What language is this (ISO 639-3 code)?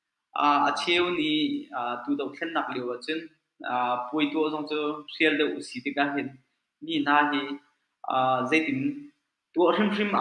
cnh